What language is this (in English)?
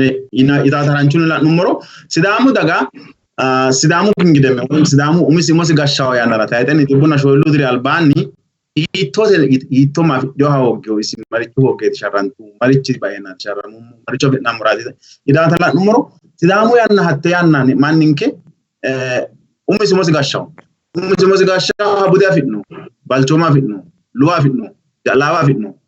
Sidamo